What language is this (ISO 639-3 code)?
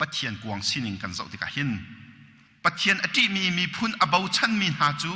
cnh